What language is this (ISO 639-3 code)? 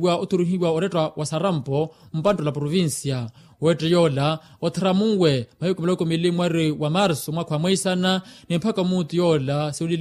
vmw